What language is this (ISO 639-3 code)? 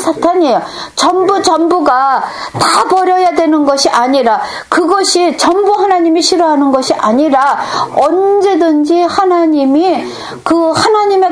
kor